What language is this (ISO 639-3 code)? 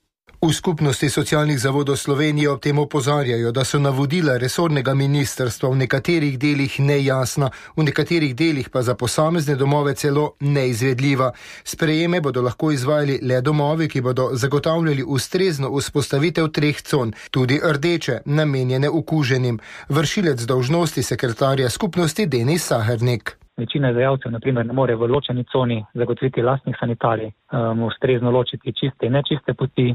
slv